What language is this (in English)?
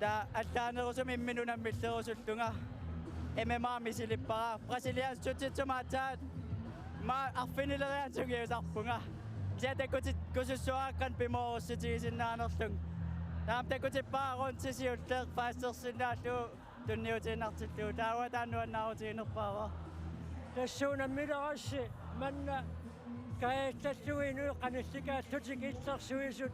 Kalaallisut